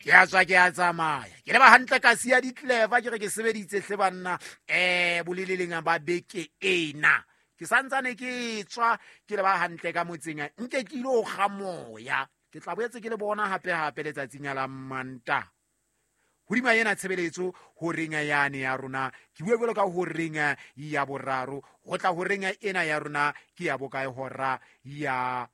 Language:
Southern Sotho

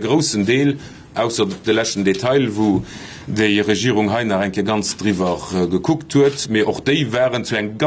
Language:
Luxembourgish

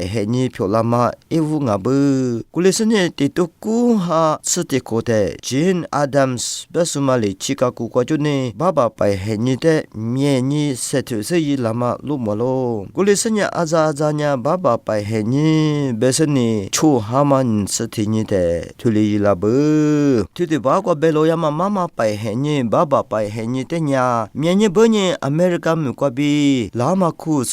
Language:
Lisu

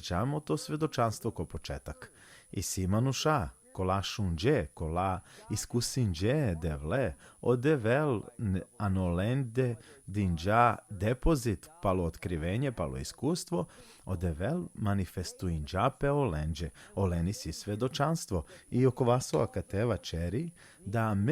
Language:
Balkan Romani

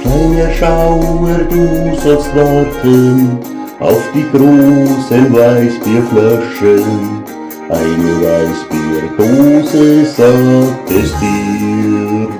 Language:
Bavarian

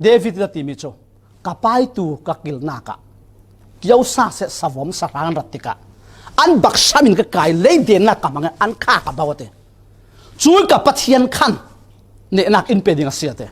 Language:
Falam Chin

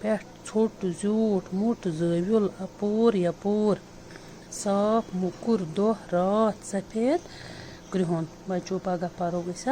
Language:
Kashmiri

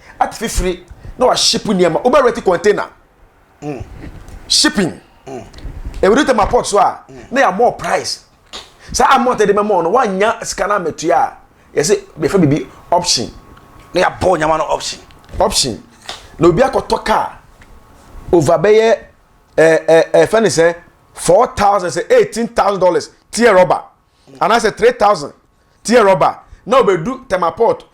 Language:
Akan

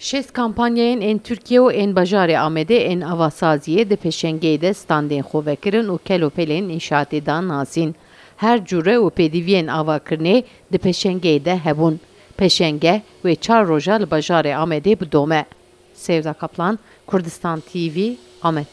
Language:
Kurdish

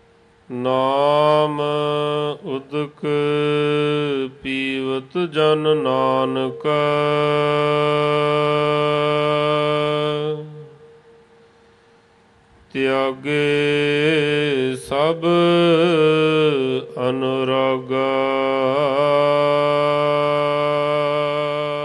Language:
Punjabi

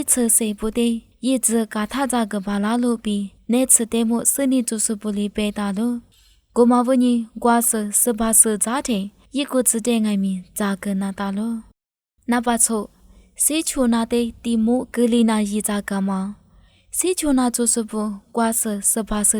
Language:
Lisu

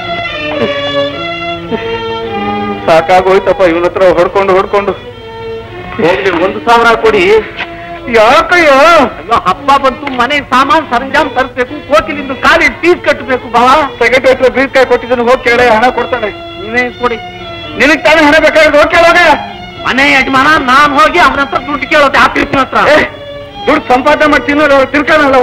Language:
Kannada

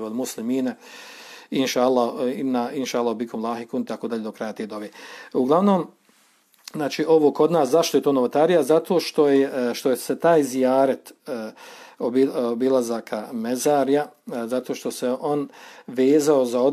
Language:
Bosnian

